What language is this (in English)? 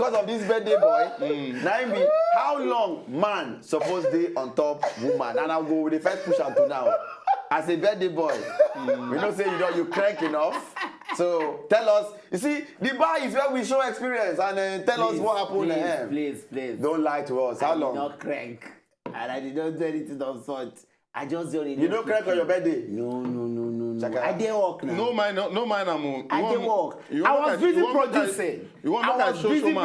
Nigerian Pidgin